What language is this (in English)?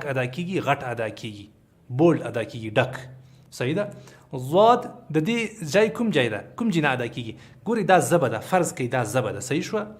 Pashto